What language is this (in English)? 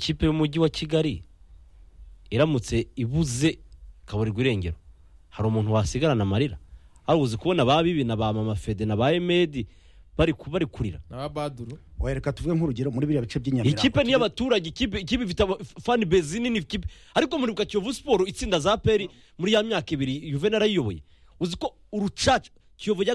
Kinyarwanda